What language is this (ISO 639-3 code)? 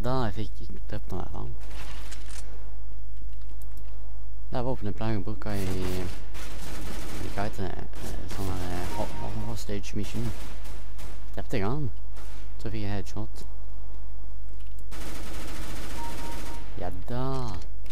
nor